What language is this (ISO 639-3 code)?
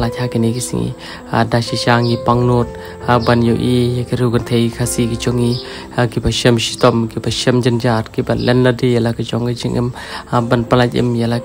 kha